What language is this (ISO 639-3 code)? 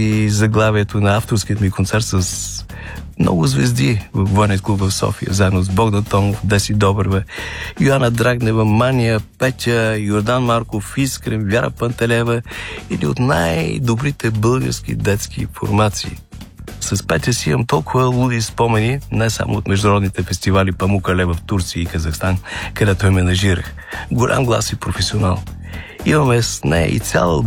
bul